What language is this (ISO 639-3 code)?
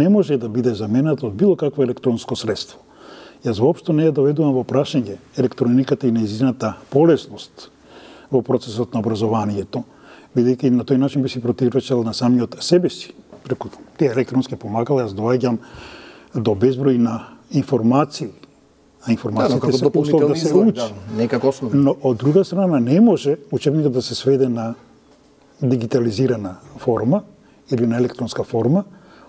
mkd